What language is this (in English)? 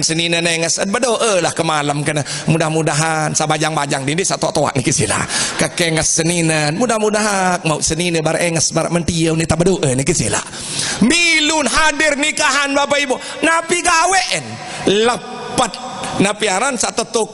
Sasak